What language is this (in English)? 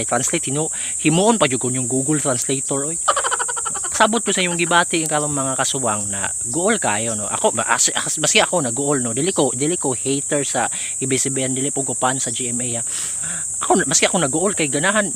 Cebuano